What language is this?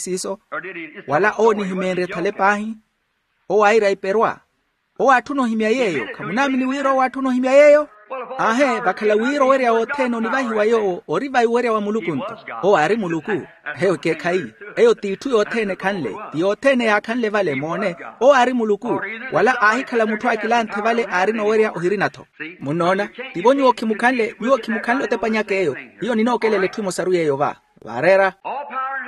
Makhuwa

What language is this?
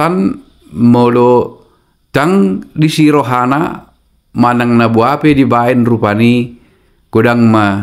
Batak Toba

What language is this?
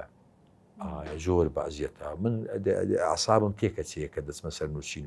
Central Kurdish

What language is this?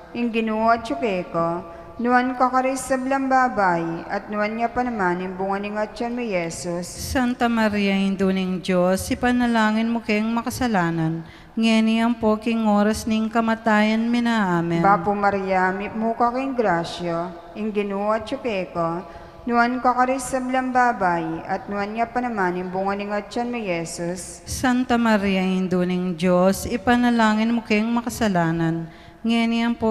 Pampanga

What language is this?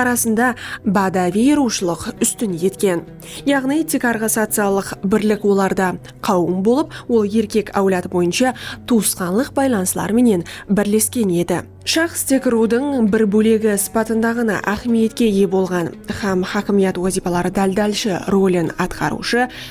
Kara-Kalpak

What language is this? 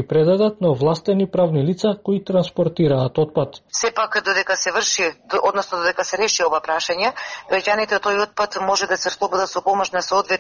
Macedonian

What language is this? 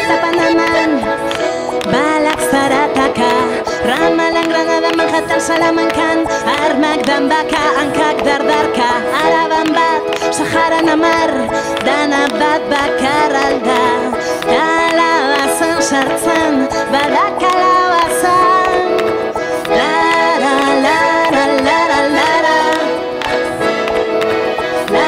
Basque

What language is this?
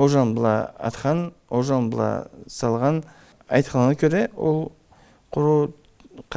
Karachay-Balkar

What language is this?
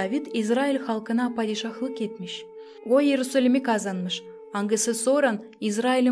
Gagauz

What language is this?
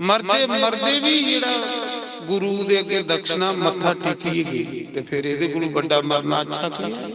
Dogri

